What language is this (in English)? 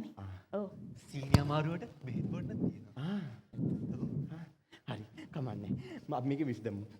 Sinhala